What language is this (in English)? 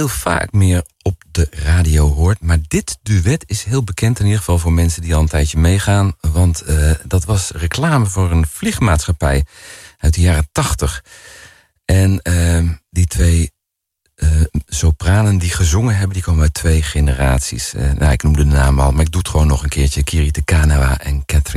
Dutch